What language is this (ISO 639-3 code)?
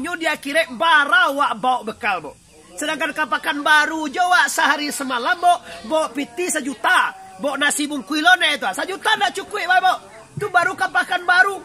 min